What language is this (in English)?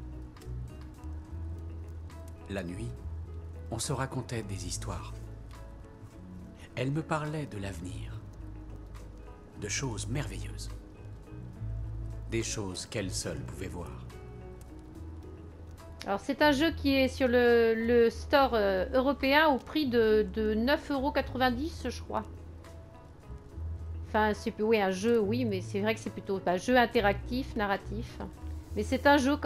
French